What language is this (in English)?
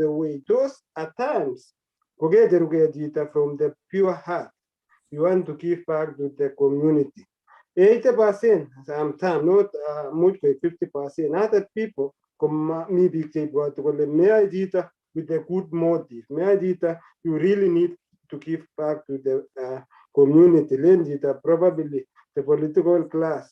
Kalenjin